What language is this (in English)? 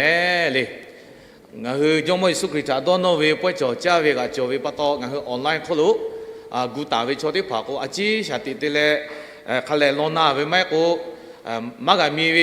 Lahu